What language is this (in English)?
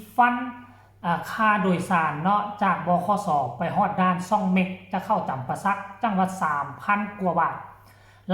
Northeastern Thai